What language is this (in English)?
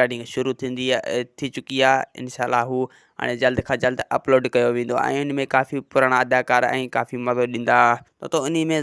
Sindhi